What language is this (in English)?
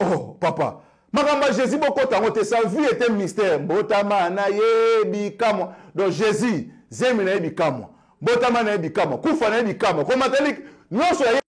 Lingala